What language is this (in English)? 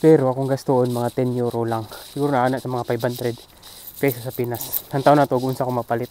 Cebuano